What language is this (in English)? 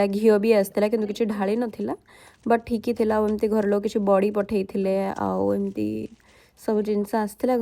Odia